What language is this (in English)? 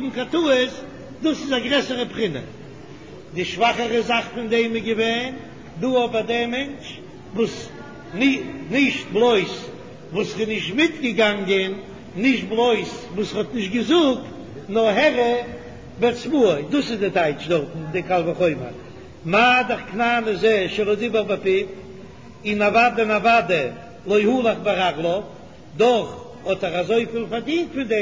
Yiddish